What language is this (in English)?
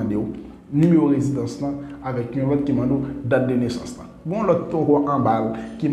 Haitian Creole